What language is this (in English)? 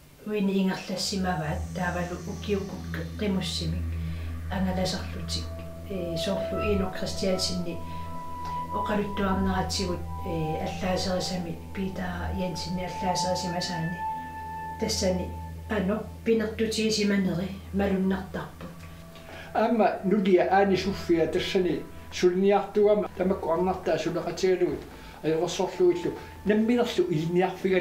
Kalaallisut